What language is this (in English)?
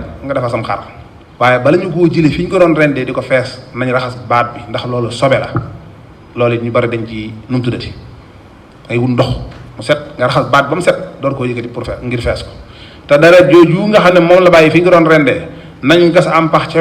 Wolof